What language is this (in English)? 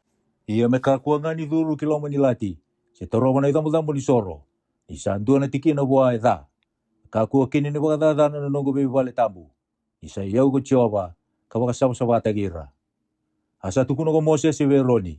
Fijian